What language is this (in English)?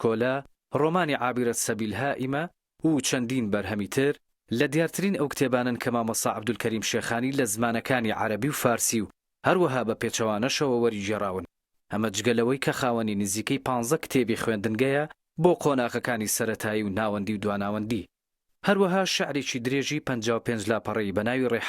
Central Kurdish